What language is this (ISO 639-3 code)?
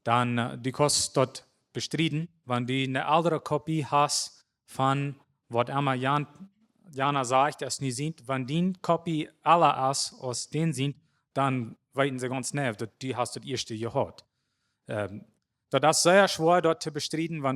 pdt